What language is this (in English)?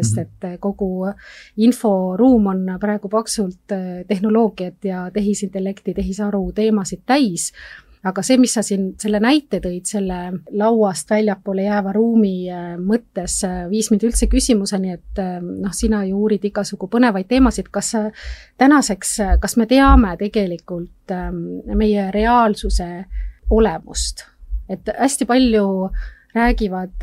Estonian